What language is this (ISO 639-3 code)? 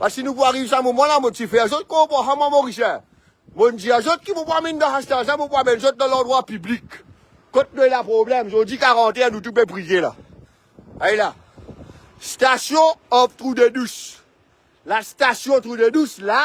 mfe